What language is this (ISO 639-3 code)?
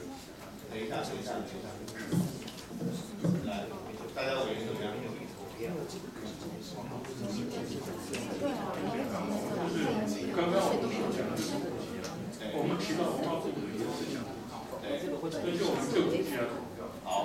zho